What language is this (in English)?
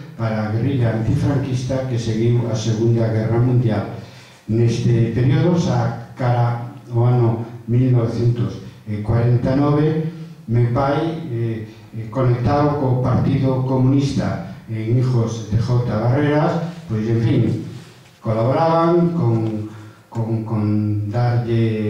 Galician